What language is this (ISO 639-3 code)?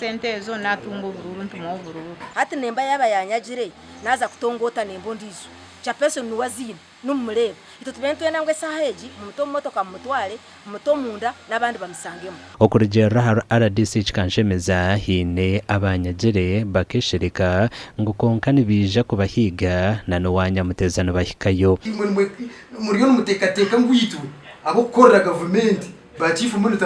nyn